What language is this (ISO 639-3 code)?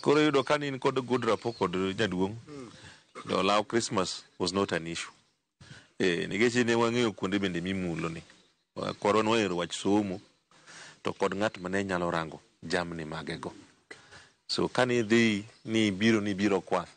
luo